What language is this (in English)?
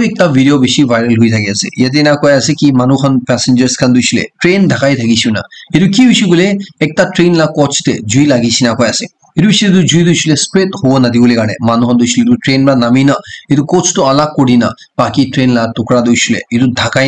Naga Pidgin